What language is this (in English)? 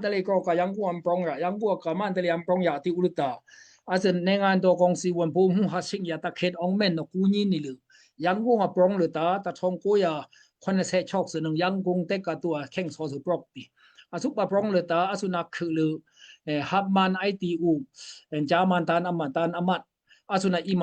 Daai Chin